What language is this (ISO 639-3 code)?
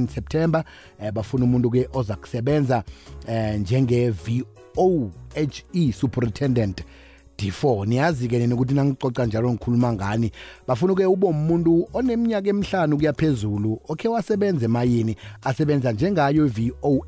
nbl